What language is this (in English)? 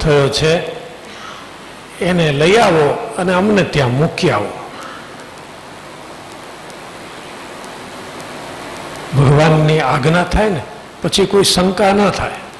Gujarati